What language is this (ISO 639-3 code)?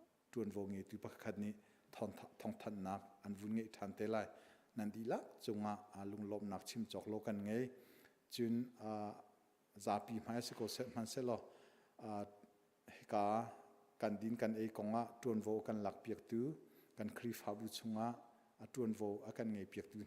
cnh